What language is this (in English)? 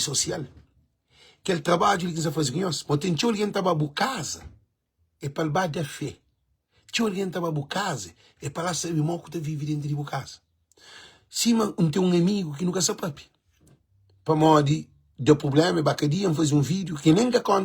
Kabuverdianu